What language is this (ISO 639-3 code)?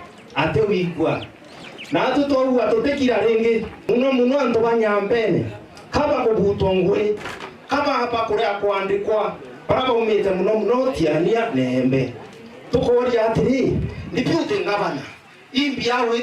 mer